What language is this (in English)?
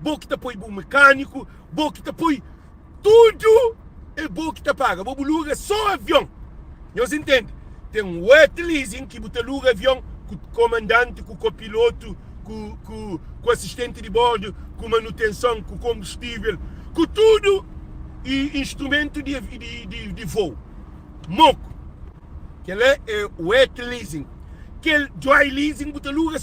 Kabuverdianu